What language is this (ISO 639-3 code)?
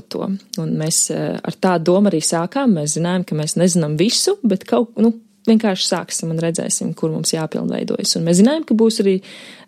lav